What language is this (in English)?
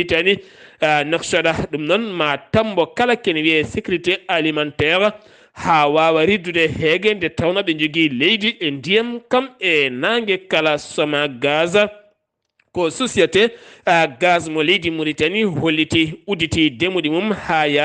Fula